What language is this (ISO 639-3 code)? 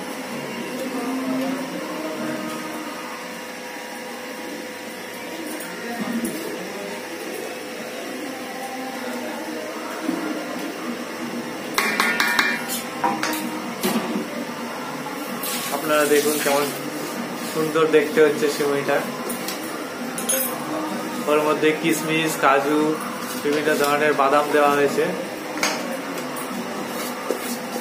ben